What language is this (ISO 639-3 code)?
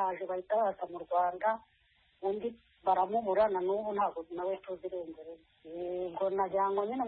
kin